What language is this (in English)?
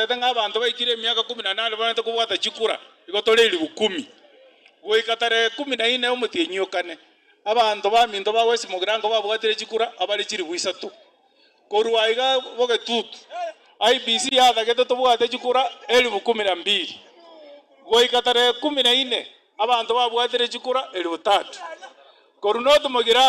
Gusii